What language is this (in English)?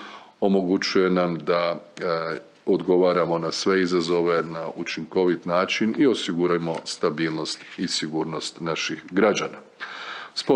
Croatian